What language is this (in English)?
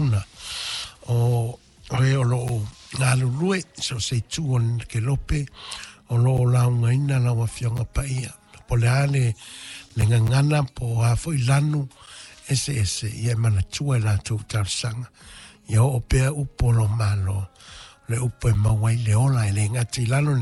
Samoan